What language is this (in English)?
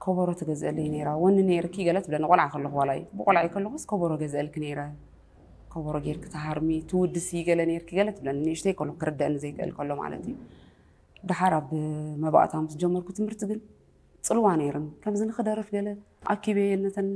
Tigrinya